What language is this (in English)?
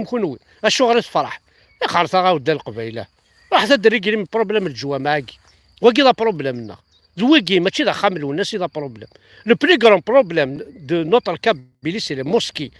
Kabyle